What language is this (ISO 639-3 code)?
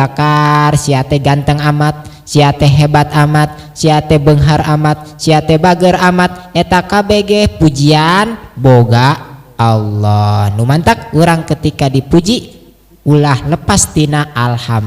sun